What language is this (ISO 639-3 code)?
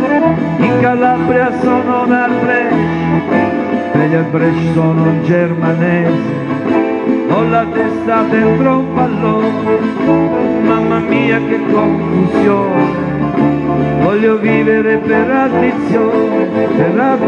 ita